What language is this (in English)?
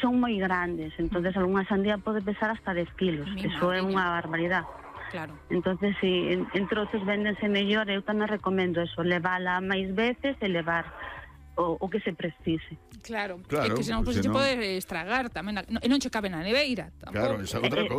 Galician